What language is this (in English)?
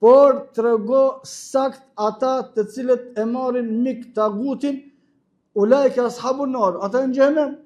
Albanian